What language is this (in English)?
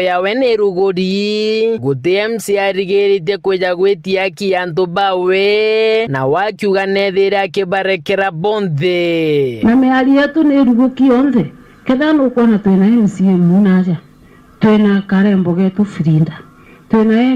Meru